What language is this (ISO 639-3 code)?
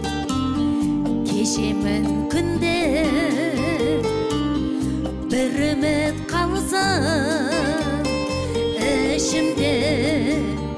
kaz